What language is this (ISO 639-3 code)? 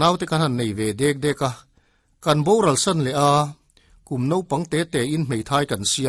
lus